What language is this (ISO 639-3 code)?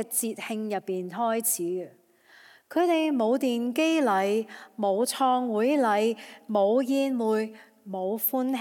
yue